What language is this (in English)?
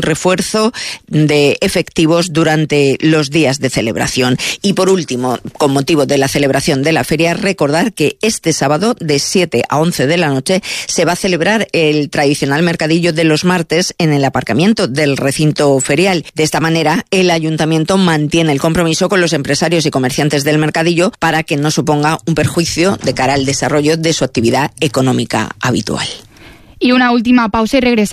Spanish